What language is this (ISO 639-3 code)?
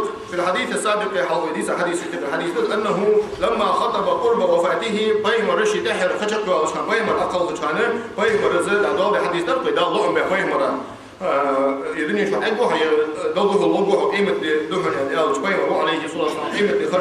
inh